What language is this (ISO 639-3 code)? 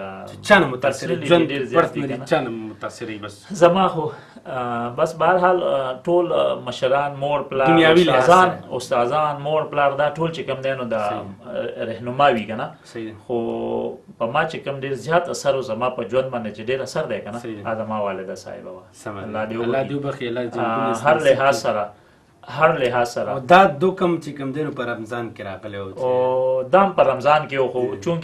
pus